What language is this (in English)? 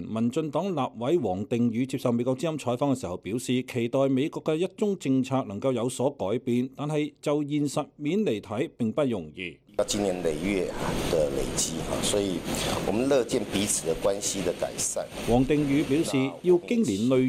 Cantonese